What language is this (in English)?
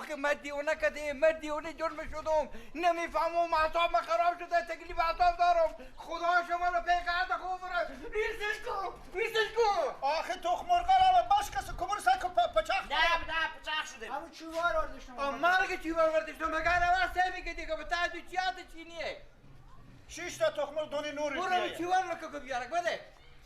Persian